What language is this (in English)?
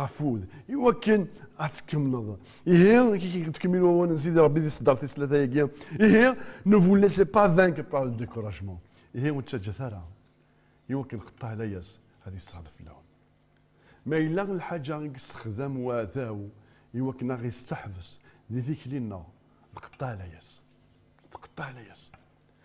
Kabyle